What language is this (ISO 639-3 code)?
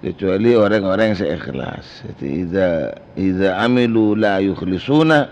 mad